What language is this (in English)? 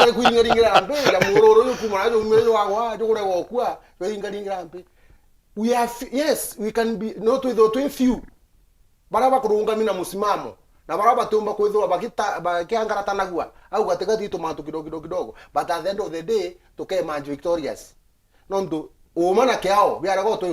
Meru